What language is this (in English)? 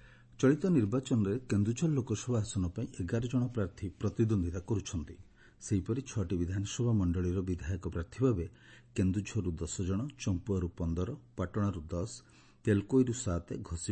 Odia